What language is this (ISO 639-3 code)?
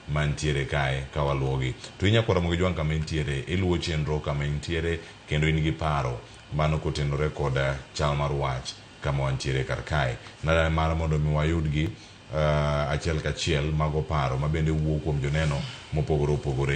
luo